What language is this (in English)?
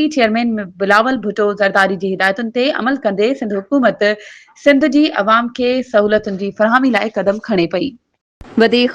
Sindhi